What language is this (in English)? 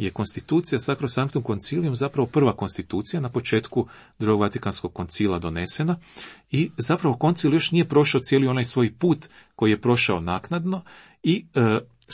Croatian